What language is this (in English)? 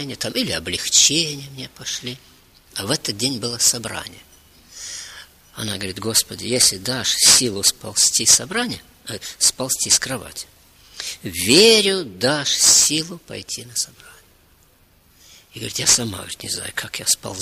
Russian